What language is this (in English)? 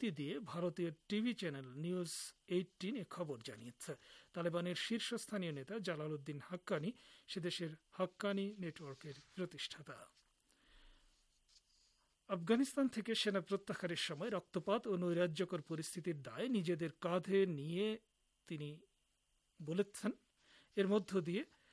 Bangla